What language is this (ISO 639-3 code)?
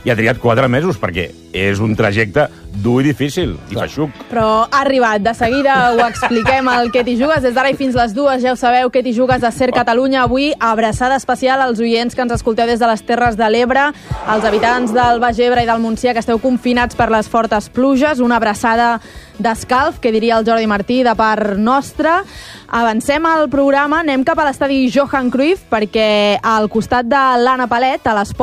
cat